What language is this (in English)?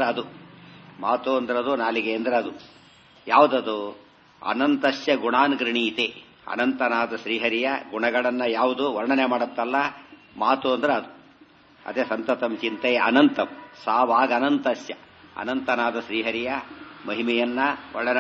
Kannada